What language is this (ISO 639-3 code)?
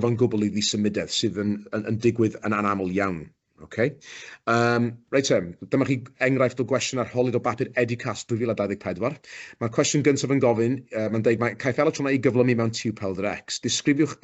cym